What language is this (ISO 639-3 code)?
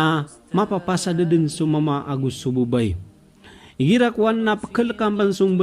mrw